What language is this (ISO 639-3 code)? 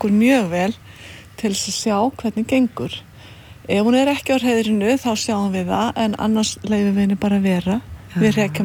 isl